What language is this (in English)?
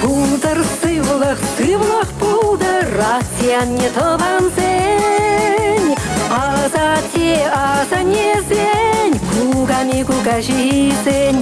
Chuvash